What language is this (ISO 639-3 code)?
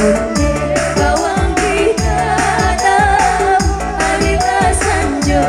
min